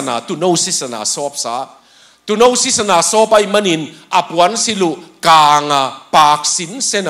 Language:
Tedim Chin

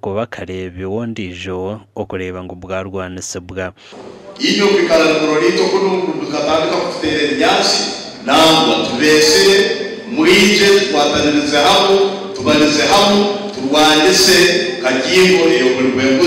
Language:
Nyankole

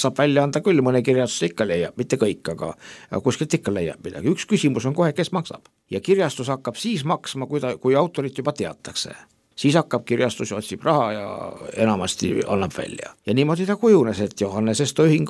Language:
Estonian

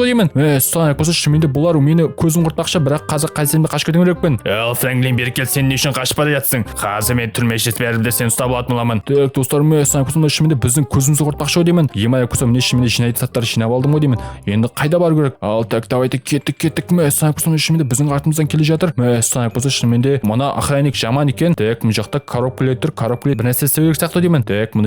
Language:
Kazakh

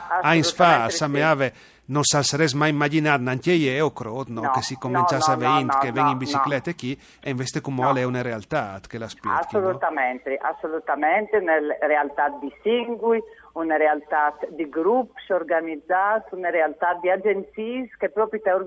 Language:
Friulian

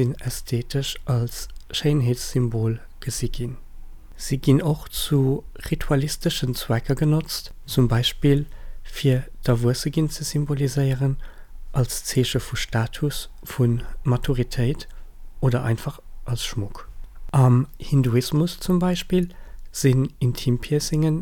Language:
Luxembourgish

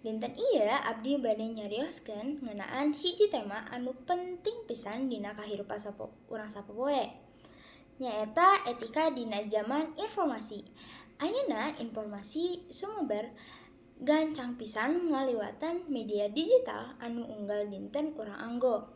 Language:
Sundanese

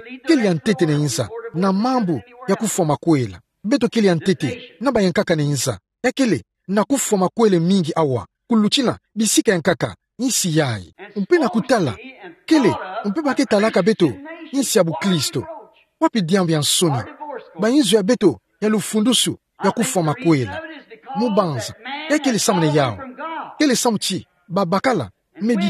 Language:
Kituba (Democratic Republic of Congo)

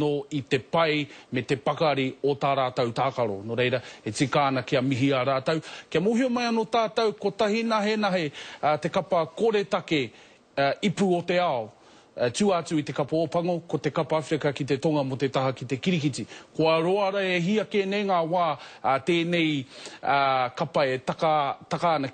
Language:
Māori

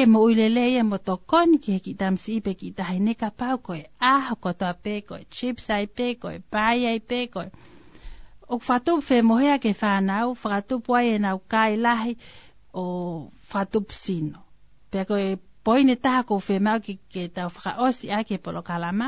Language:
Tongan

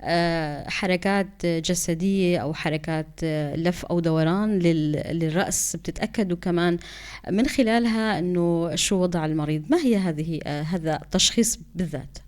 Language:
North Levantine Arabic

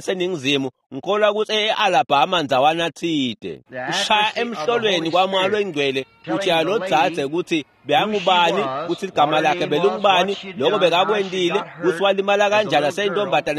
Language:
Swati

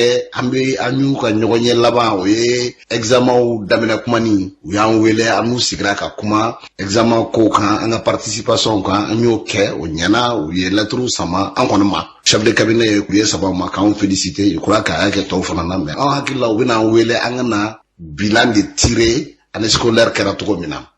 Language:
Bambara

